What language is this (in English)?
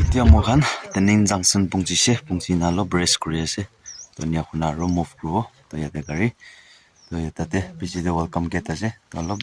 Naga Pidgin